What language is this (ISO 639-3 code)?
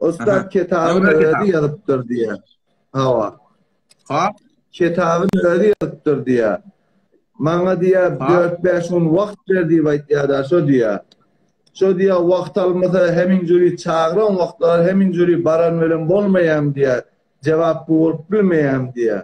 tuk